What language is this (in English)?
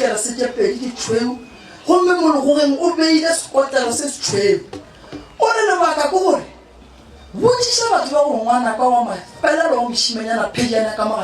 Northern Sotho